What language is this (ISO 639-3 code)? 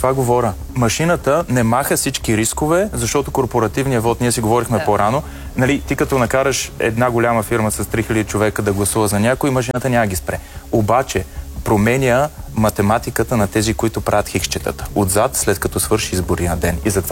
bul